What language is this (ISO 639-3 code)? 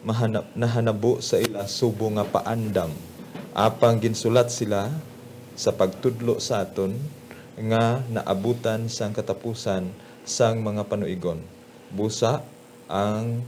hil